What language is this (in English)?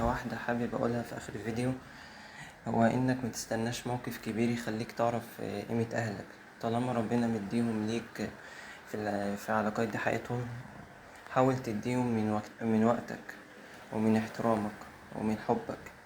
Egyptian Arabic